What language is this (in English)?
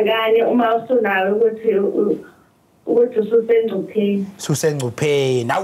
Zulu